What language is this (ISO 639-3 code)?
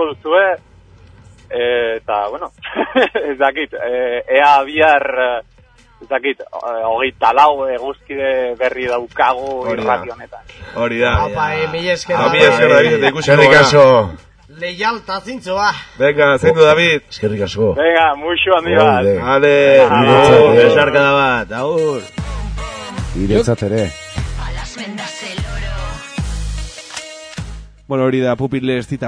eus